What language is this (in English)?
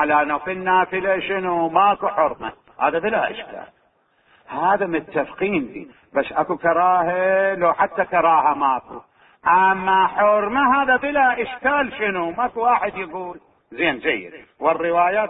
Mesopotamian Arabic